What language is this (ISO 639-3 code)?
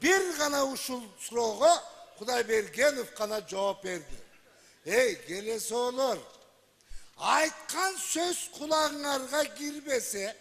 kir